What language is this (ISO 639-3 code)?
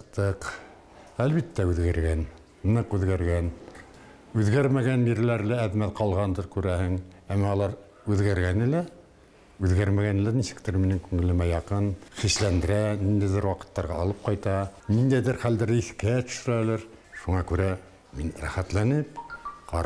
bak